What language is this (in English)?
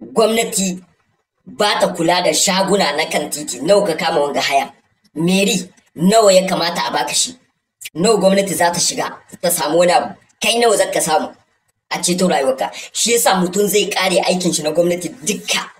Hausa